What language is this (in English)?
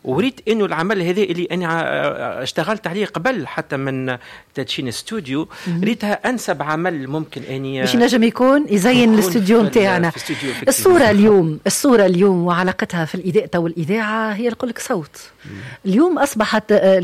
Tunisian Arabic